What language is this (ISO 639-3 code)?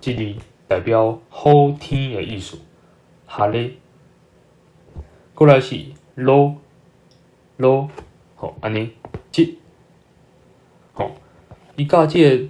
nan